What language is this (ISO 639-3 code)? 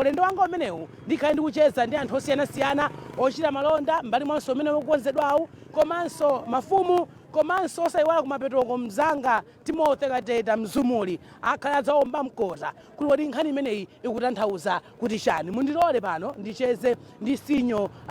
nya